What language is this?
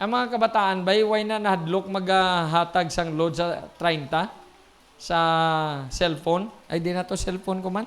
Hiligaynon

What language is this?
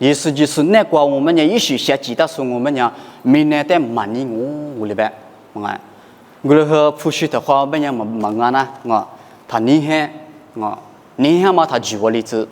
Lisu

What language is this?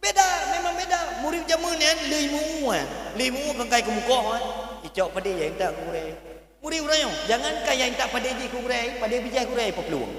Achinese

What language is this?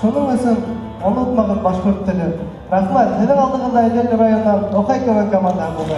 Bashkir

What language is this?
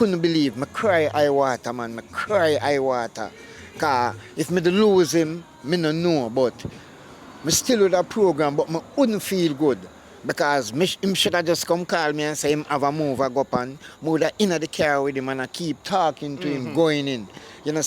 Jamaican Creole English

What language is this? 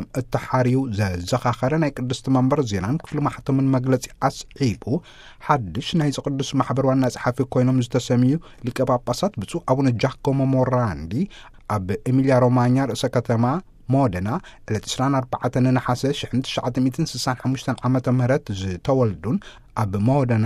Tigrinya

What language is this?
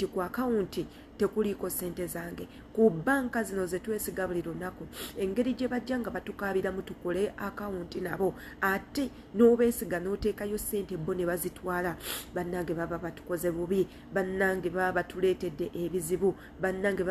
Ganda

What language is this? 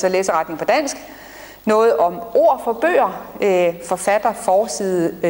Danish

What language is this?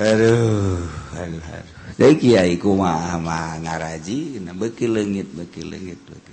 Sundanese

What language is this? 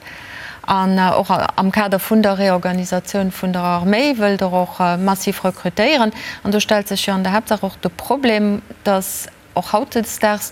Luxembourgish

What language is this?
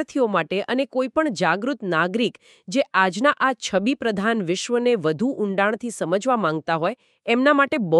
Gujarati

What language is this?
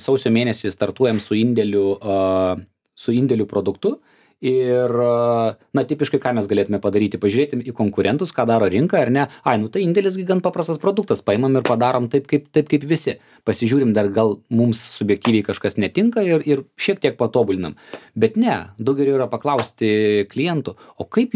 Lithuanian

